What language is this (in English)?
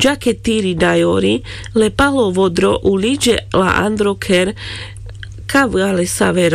Carpathian Romani